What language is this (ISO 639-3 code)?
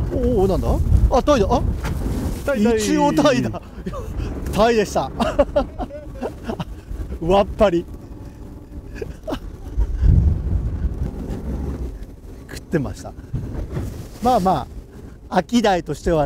jpn